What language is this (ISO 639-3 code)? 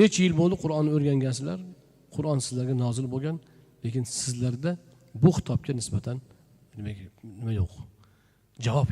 uzb